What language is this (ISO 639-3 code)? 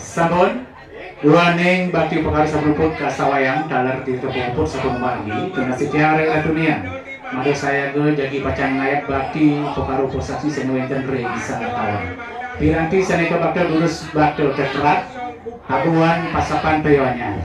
ban